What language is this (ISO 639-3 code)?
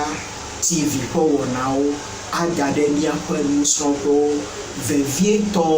ewe